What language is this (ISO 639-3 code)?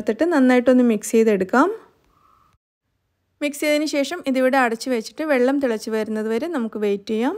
mal